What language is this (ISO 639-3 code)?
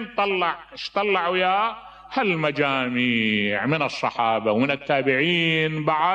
acm